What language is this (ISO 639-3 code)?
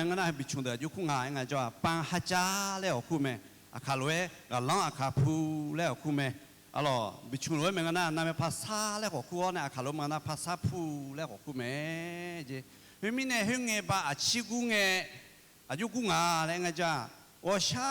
ahk